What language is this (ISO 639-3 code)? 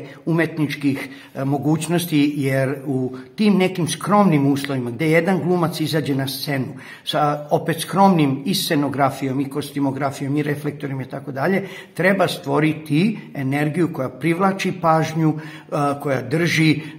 srp